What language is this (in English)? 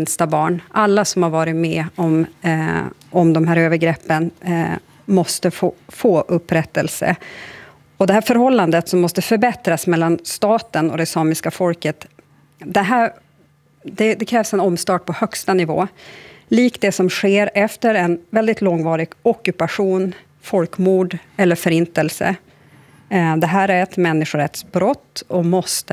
Swedish